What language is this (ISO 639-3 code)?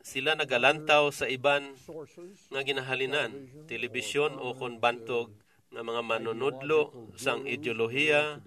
hil